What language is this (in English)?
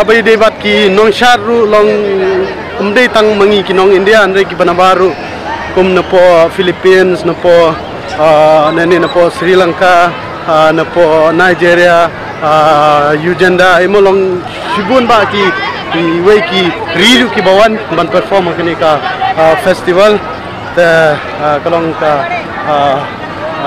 Khasi